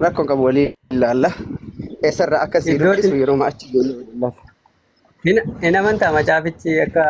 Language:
Oromo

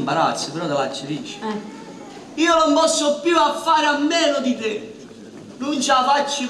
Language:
Neapolitan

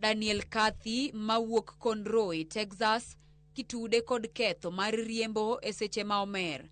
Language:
Luo (Kenya and Tanzania)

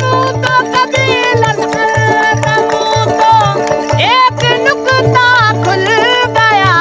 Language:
Saraiki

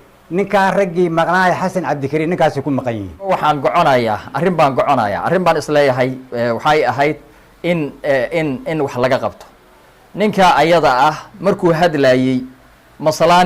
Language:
Somali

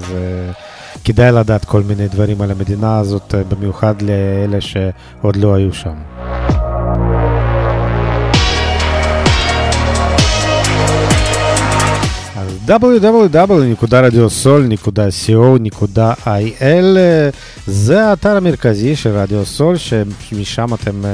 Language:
Hebrew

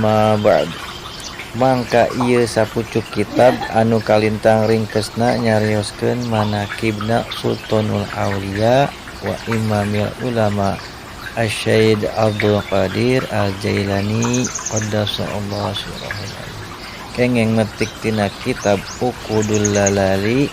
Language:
Sundanese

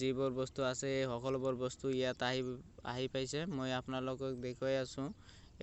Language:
Assamese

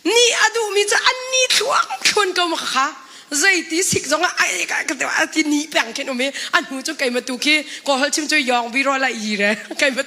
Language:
Hakha Chin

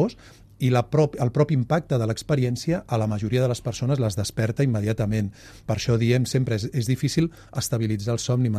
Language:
Catalan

